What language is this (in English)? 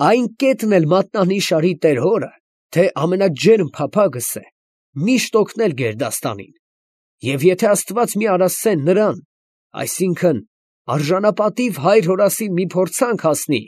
Armenian